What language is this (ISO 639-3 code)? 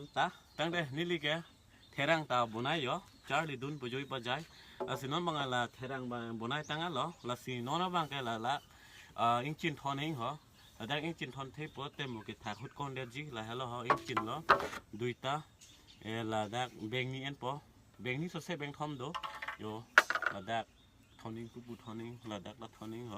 mjw